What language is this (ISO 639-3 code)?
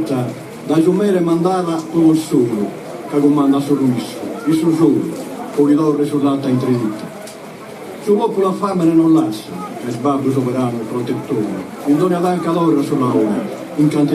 srd